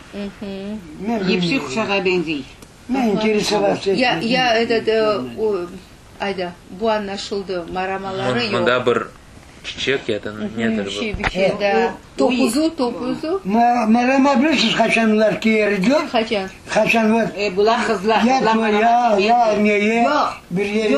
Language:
Crimean Tatar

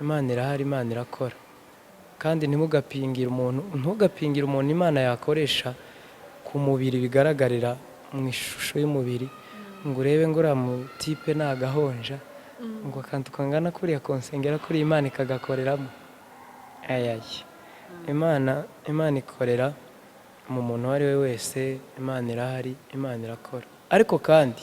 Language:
Kinyarwanda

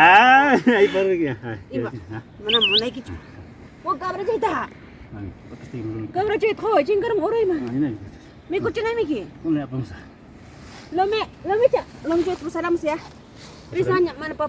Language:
Ayacucho Quechua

